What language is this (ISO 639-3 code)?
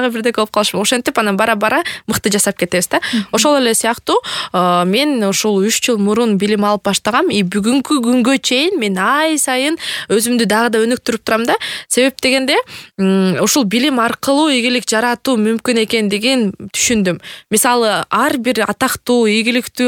kir